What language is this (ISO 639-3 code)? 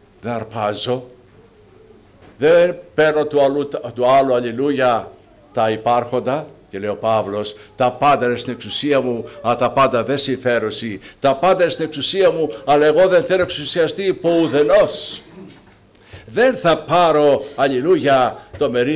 ell